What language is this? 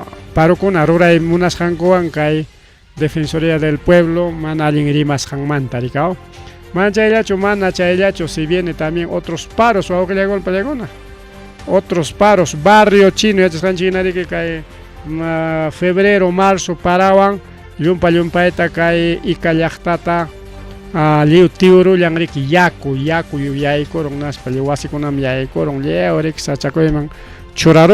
Ayacucho Quechua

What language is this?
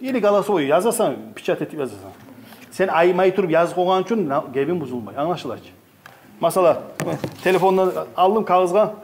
Kumyk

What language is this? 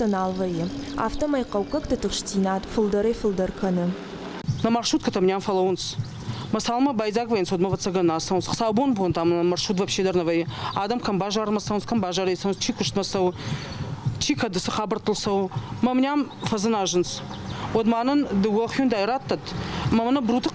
Ossetic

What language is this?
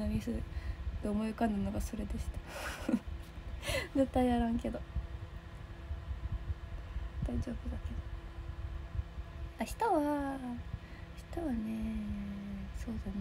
Japanese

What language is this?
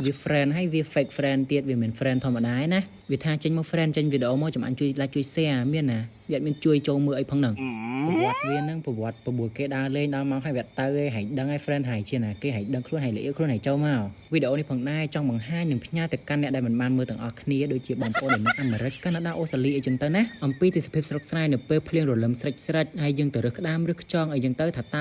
Khmer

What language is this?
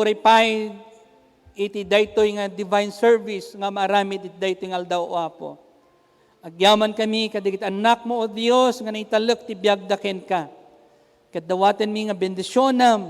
Iloko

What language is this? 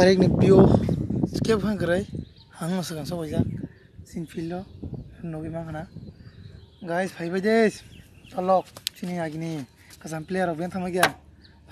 Kok Borok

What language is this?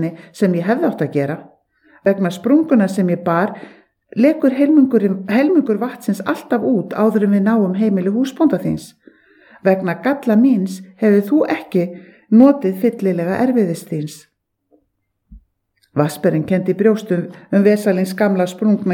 Icelandic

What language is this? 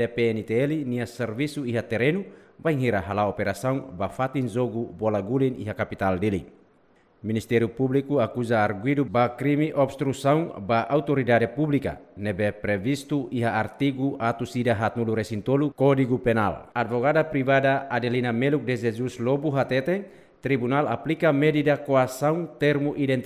Tetum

